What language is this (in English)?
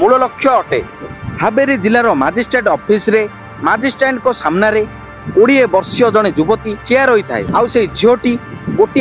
Odia